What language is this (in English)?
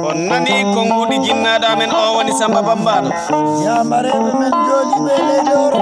Fula